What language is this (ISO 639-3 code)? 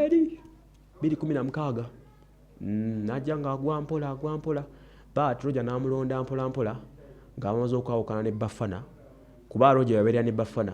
lug